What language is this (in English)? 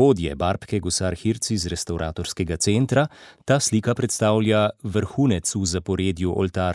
Slovenian